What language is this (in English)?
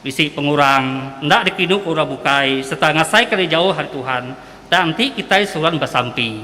Iban